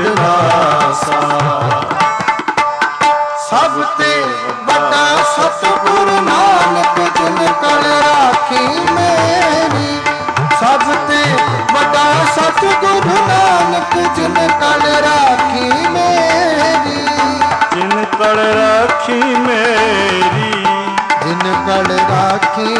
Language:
Punjabi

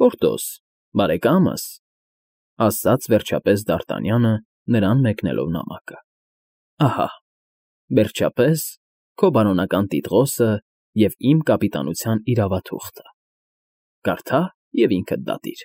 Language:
Armenian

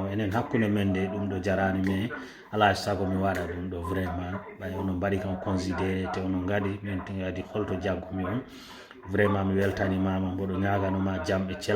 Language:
Fula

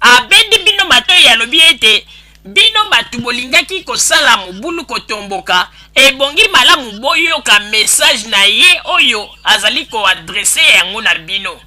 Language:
Lingala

